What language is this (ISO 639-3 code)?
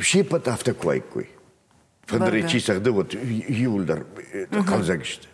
oss